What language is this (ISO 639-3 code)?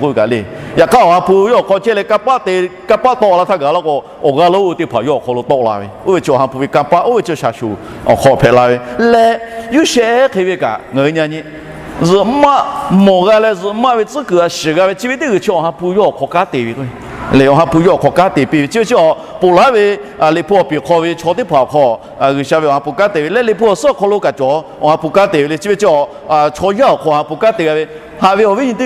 lhu